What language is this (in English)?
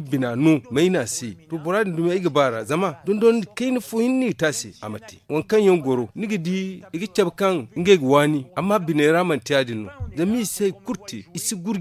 Zarma